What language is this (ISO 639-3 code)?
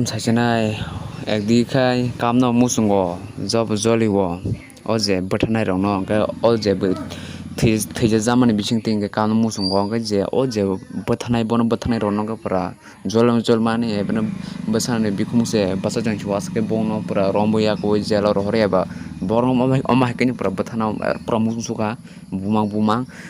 trp